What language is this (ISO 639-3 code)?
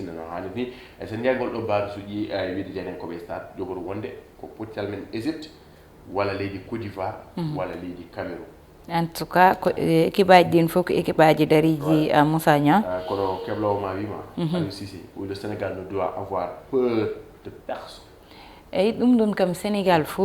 ful